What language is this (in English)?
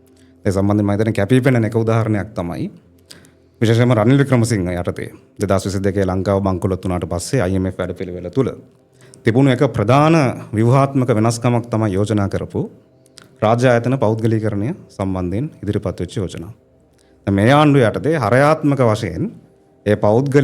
Sinhala